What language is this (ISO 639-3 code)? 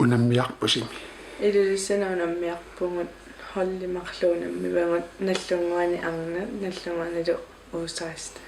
kal